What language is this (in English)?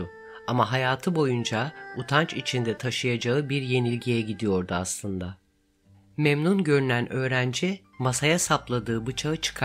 Turkish